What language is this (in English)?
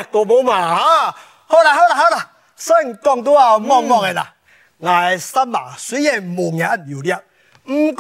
Hakka Chinese